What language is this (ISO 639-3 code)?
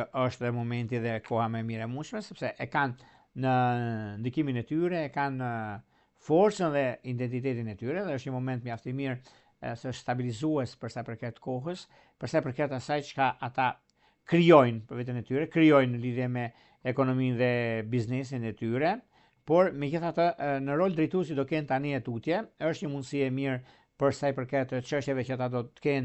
sqi